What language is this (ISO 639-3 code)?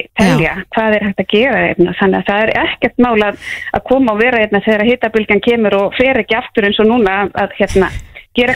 isl